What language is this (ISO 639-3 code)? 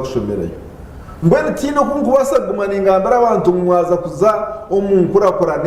nyn